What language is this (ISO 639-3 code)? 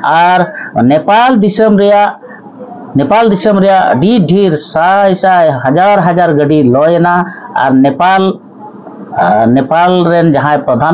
sat